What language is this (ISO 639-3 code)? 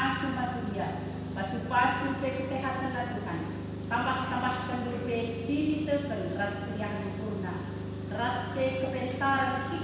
btx